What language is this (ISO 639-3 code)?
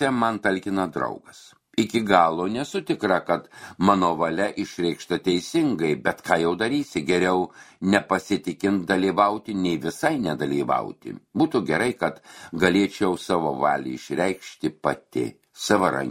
lit